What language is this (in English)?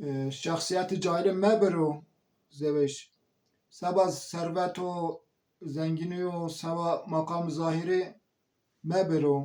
Zaza